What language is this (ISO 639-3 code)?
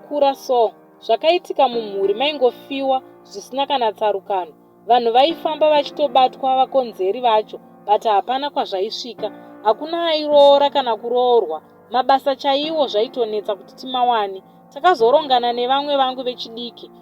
sna